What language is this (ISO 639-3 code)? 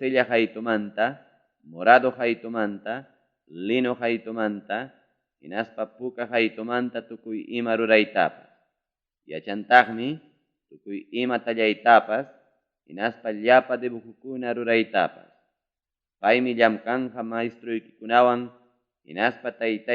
quy